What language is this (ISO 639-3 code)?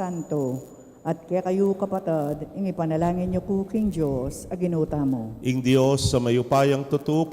pam